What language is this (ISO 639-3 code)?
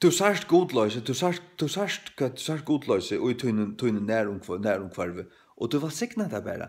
fao